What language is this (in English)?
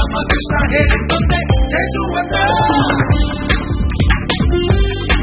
Kannada